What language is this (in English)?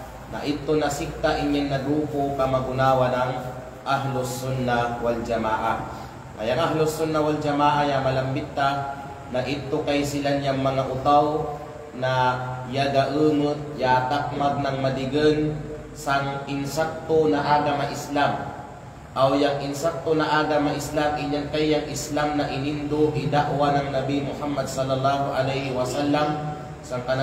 Kalagan